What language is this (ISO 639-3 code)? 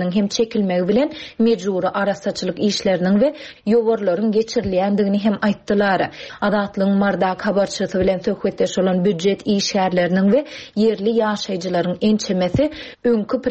tuk